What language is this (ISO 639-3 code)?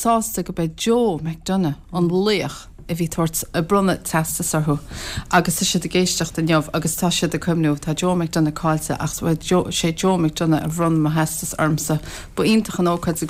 gle